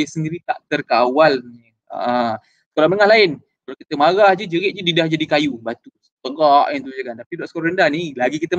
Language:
Malay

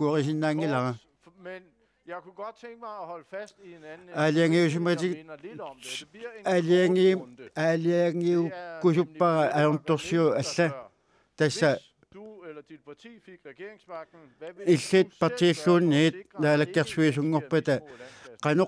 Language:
Kalaallisut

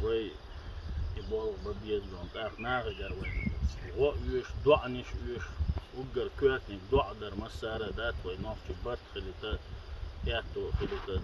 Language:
Chechen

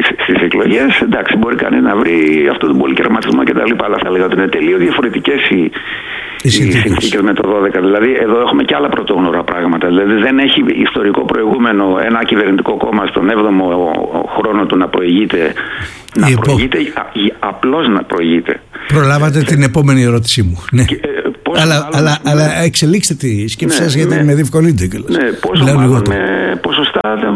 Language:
Greek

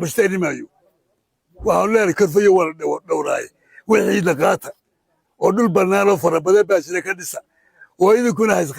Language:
Somali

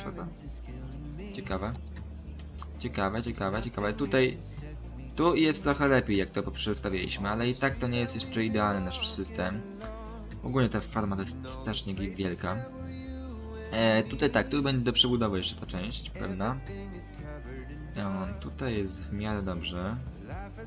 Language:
Polish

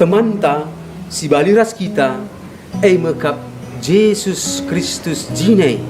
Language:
Batak Karo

